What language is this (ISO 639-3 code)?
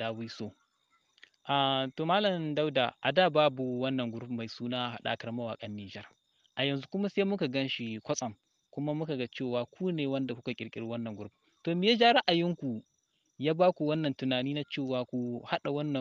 hau